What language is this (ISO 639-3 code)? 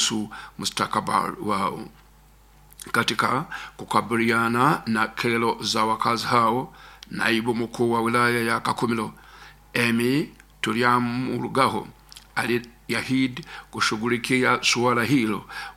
swa